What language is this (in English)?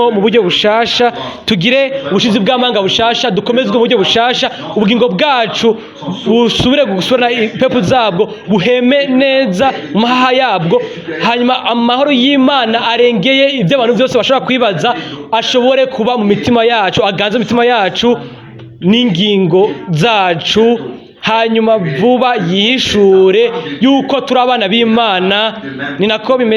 Rundi